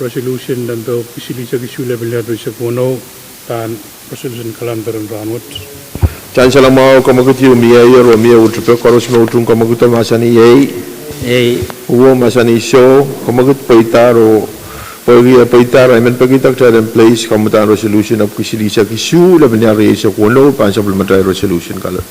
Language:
Pohnpeian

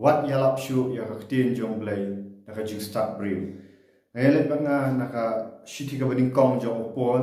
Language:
Khasi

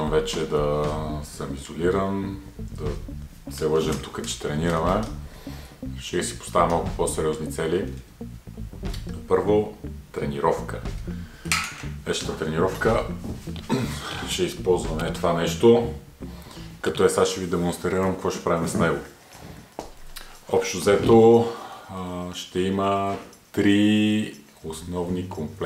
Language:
Bulgarian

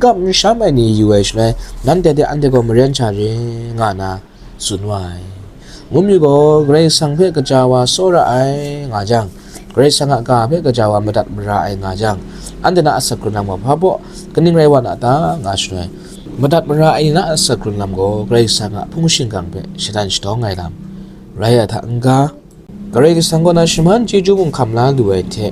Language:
Kachin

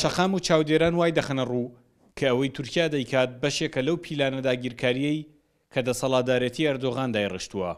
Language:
Central Kurdish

